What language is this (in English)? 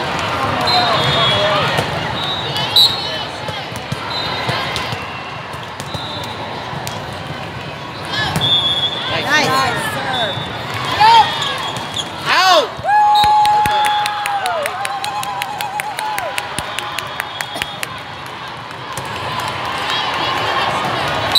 English